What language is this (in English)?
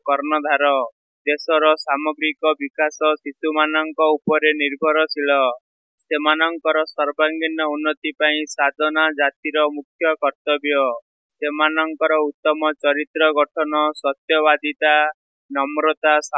Odia